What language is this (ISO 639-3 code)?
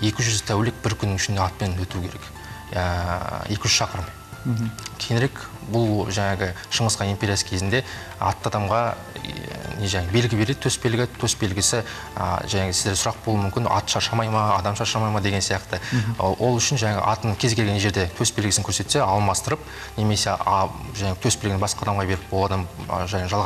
kaz